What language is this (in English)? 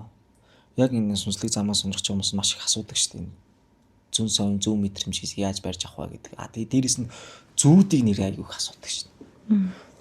Mongolian